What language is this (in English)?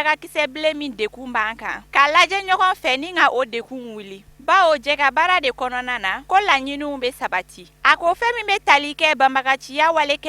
Bambara